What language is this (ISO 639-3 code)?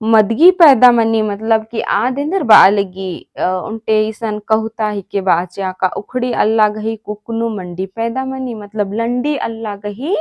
kru